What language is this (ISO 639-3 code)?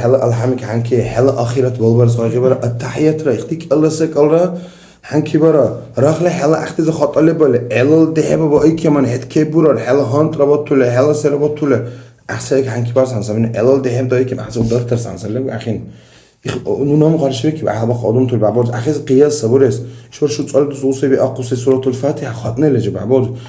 dar